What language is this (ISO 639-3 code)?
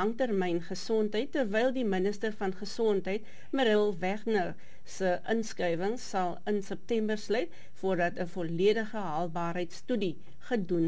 afr